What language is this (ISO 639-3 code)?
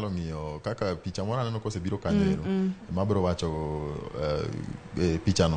luo